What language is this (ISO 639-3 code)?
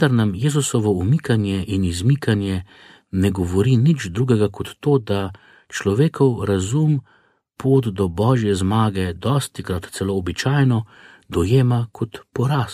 slv